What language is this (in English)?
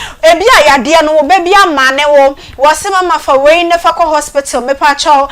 Akan